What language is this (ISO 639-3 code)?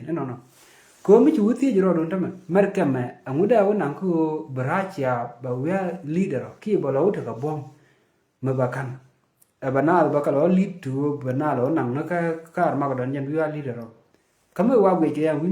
nus